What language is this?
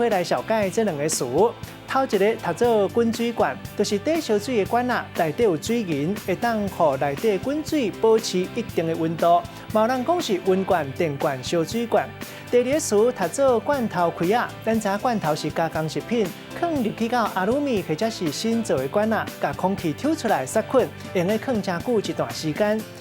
Min Nan Chinese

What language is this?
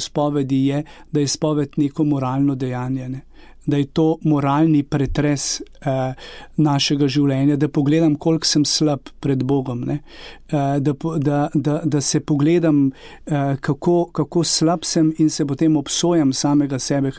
Slovenian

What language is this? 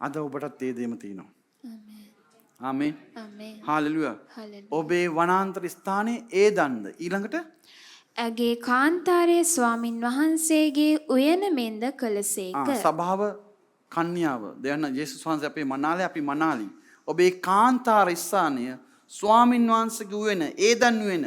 Sinhala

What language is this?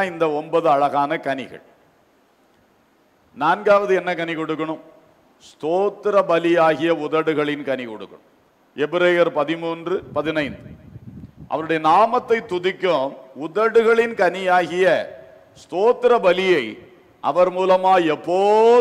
Tamil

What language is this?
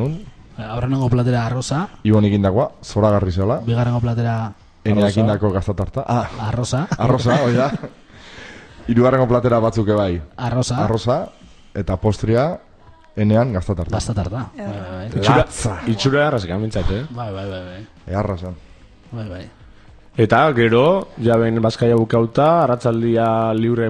Basque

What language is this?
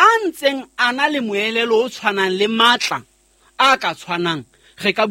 Southern Sotho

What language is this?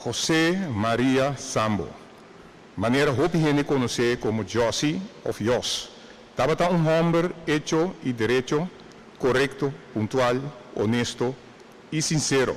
Papiamento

